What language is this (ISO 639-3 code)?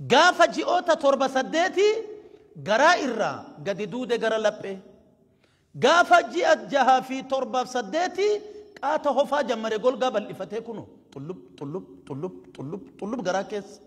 orm